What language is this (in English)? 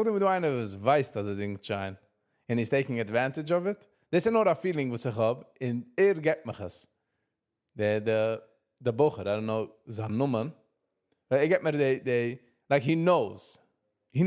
Yiddish